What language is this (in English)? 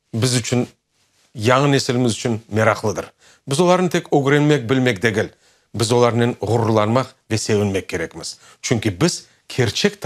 Crimean Tatar